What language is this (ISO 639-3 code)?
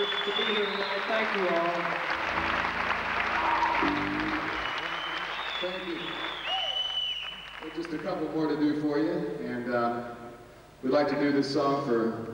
eng